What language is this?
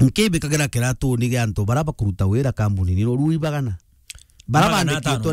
Meru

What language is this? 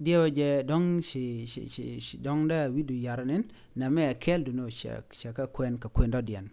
Nuer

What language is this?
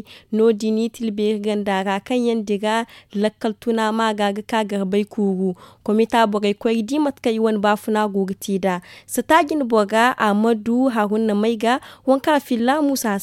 Zarma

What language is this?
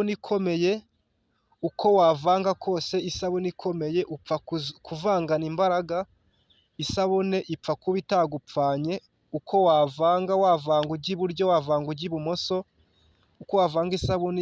Kinyarwanda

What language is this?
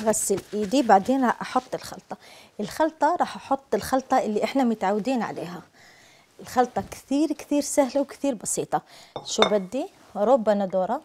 Algerian Arabic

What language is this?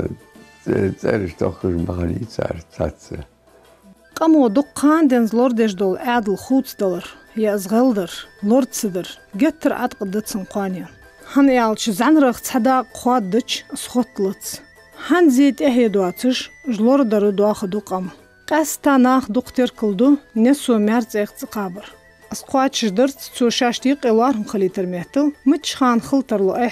Ingush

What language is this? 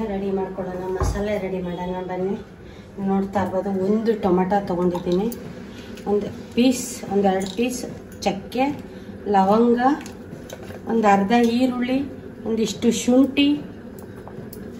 Kannada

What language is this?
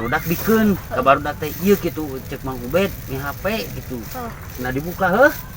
Sundanese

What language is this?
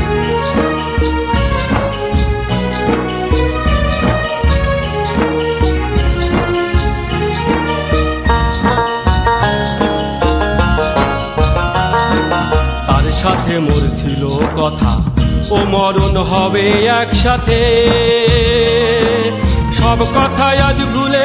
Bangla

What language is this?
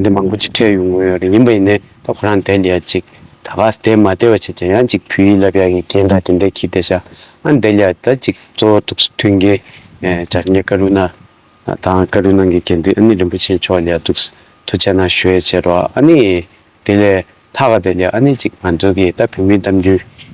Tibetan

